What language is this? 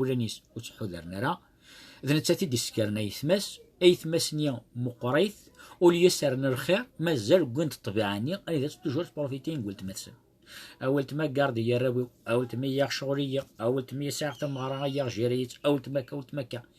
Kabyle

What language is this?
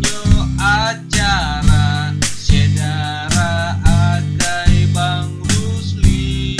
Achinese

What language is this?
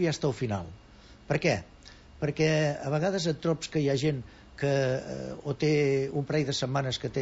Catalan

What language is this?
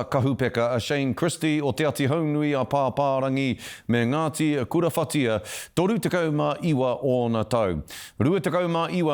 Māori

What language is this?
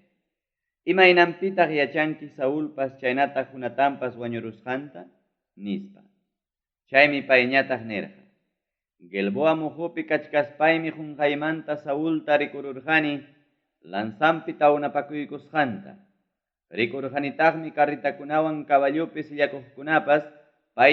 Ayacucho Quechua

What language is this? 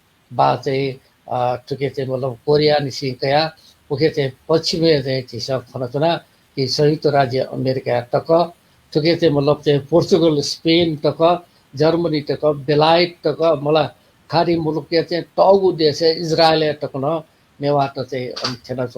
Newari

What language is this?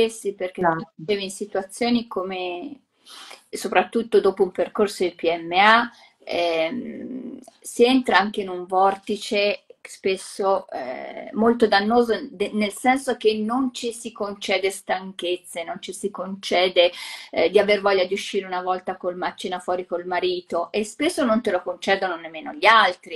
Italian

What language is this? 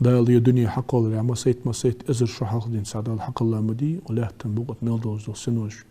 Ingush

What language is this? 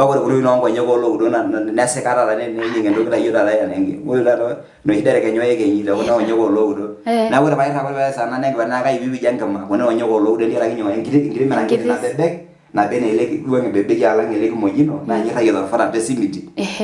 Masai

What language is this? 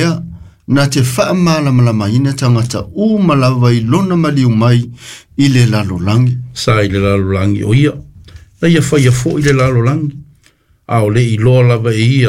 Samoan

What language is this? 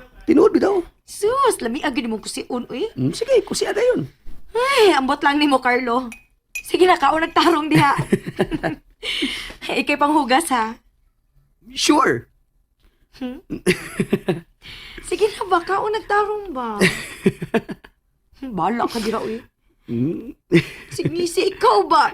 Cebuano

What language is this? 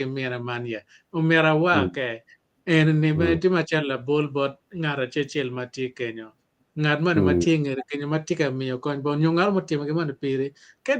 Acoli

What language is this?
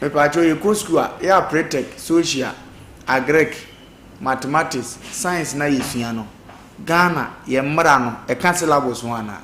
Akan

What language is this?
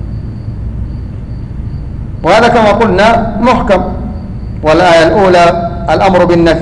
Arabic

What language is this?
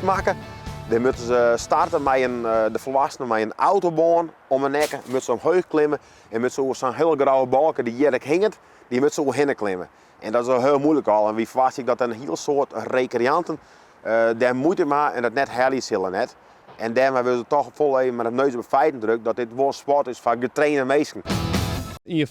Western Frisian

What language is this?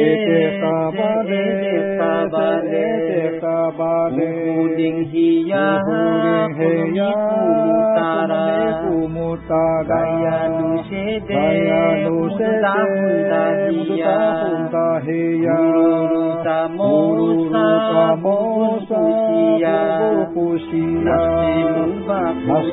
Min Nan Chinese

